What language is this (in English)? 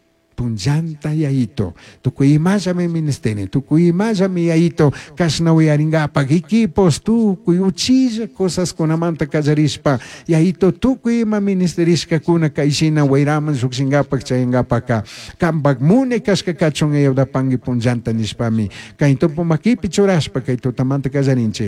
Chimborazo Highland Quichua